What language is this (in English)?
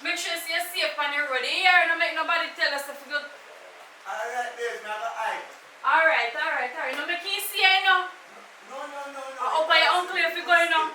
Jamaican Creole English